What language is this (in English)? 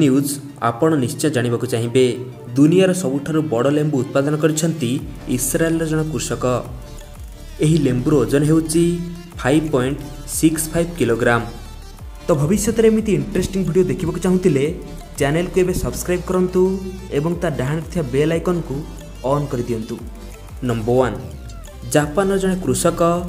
Odia